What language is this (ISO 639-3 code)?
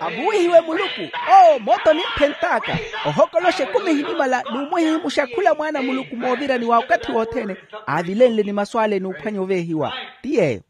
vmw